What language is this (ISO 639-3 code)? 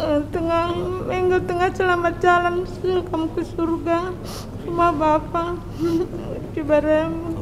btx